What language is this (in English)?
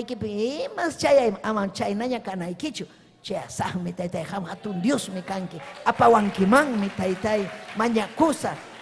Ayacucho Quechua